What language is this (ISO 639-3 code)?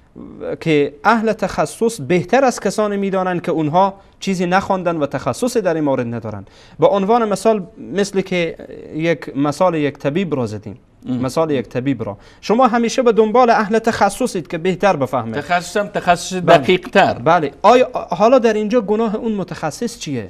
fas